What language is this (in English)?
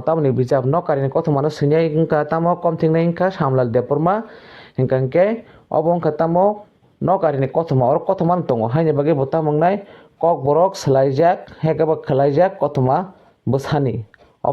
Kok Borok